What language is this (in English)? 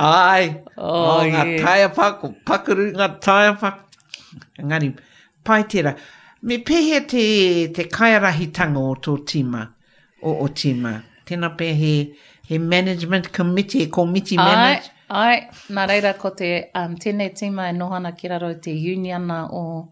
Māori